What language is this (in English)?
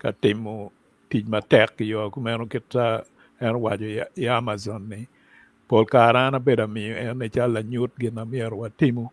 Acoli